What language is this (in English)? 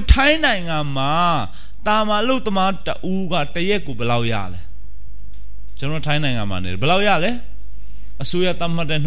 Burmese